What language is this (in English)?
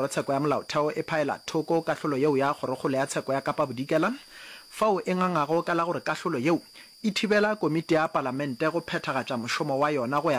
Northern Sotho